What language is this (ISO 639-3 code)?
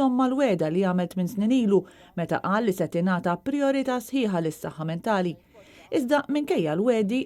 mlt